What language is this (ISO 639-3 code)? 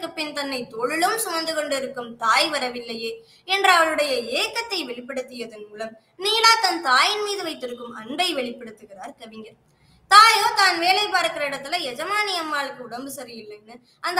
tam